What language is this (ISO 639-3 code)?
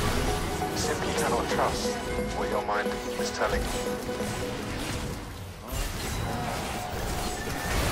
eng